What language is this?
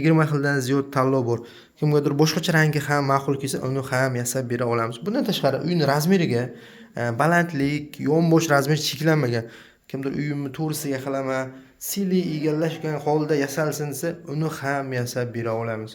Uzbek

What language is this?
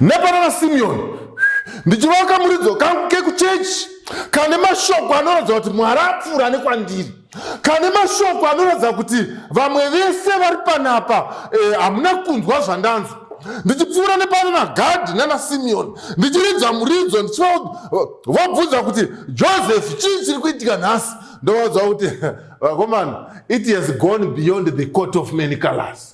Shona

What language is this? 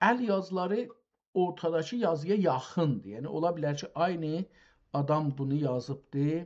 South Azerbaijani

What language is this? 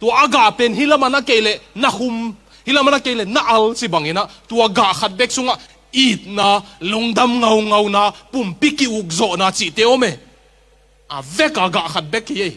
Tedim Chin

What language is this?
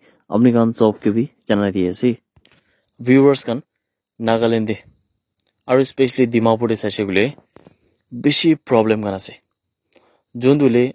Naga Pidgin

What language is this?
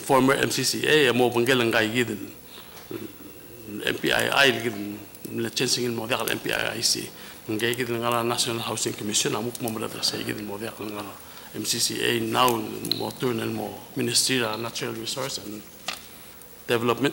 Palauan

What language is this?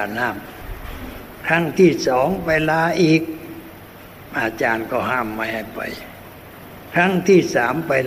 Thai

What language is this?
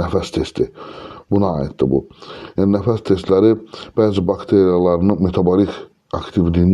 Azerbaijani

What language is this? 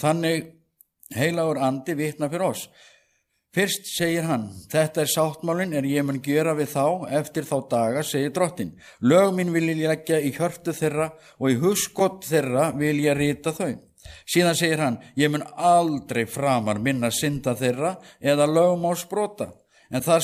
Icelandic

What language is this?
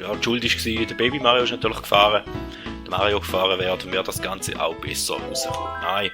Swiss German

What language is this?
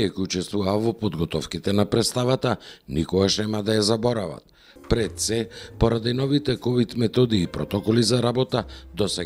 Macedonian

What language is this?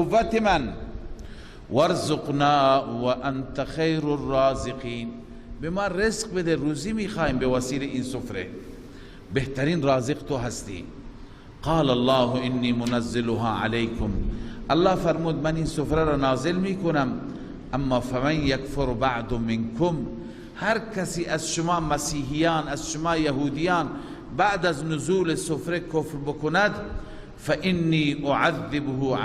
Persian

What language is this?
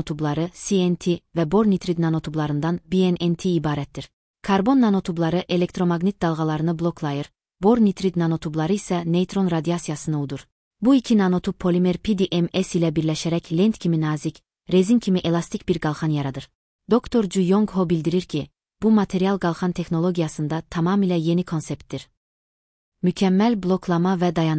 Azerbaijani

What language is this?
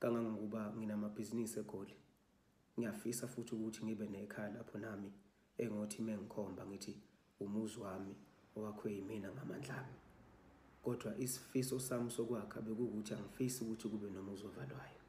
Zulu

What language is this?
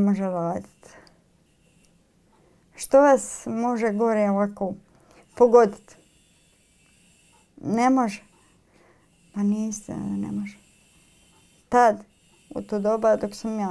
Croatian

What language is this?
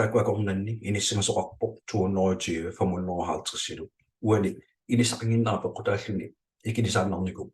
Kalaallisut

